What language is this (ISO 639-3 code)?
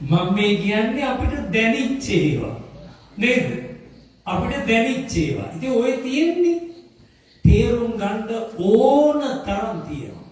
sin